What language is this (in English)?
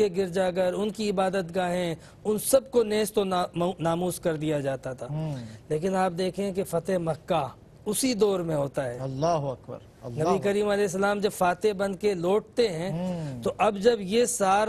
Urdu